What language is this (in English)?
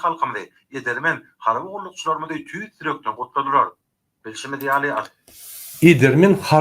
Turkmen